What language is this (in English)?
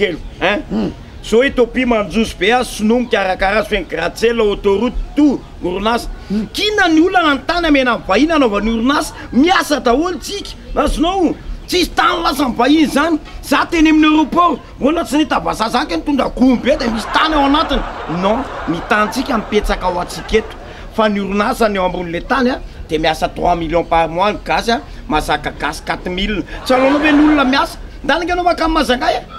Malagasy